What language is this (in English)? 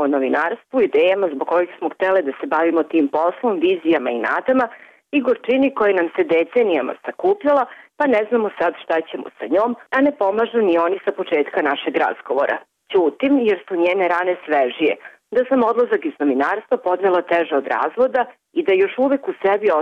Serbian